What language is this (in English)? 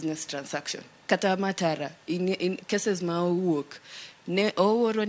Luo (Kenya and Tanzania)